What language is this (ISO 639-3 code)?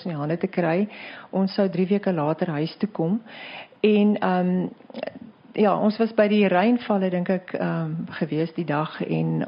afr